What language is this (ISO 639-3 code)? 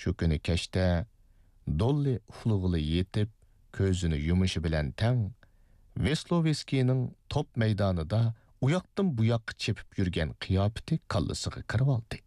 uig